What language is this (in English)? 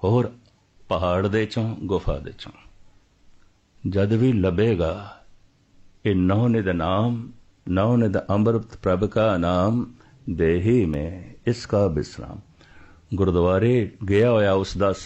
Punjabi